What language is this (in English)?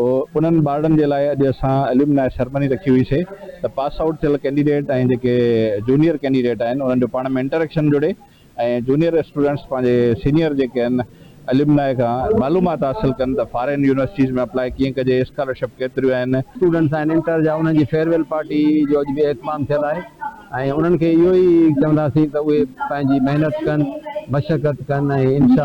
Sindhi